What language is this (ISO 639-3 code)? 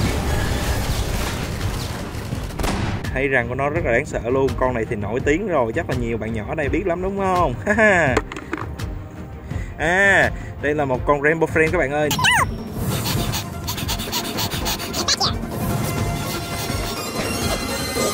vie